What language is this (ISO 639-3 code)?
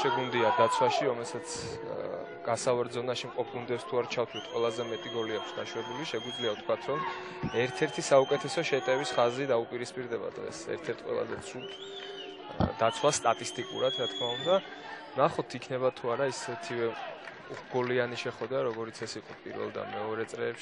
kat